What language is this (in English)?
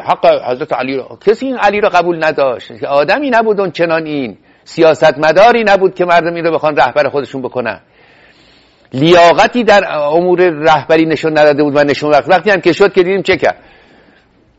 Persian